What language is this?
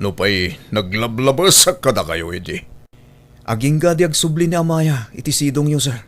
Iloko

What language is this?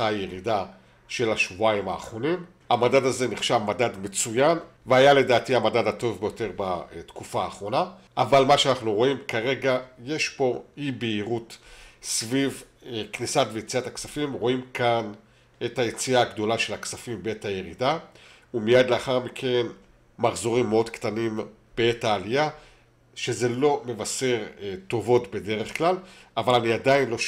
Hebrew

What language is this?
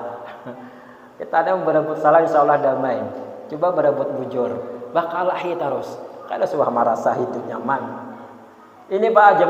Banjar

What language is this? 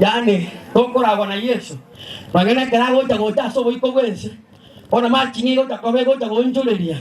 Gusii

